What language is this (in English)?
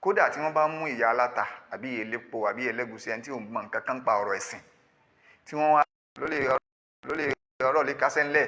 Yoruba